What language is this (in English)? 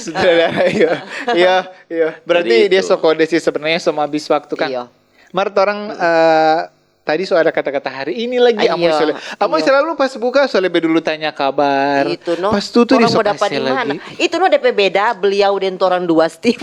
Manado Malay